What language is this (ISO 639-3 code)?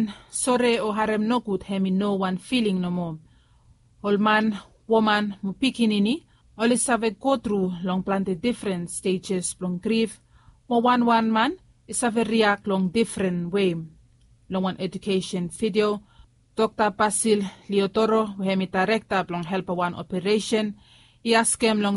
bis